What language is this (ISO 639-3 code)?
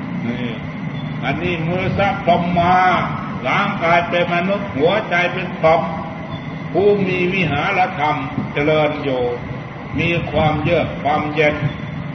tha